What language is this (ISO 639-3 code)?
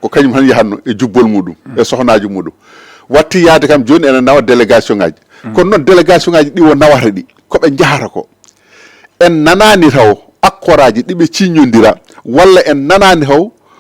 ful